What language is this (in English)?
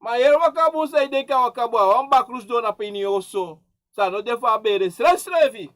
Sranan Tongo